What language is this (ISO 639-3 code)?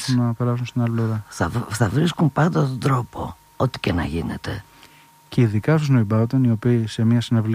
ell